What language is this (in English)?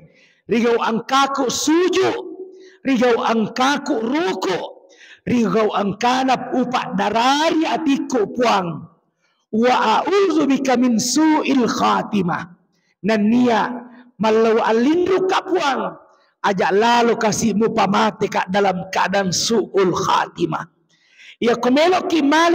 Buginese